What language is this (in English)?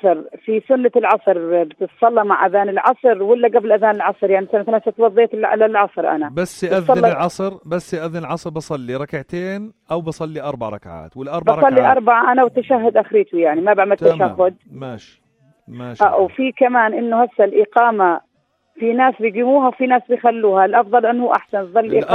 North Levantine Arabic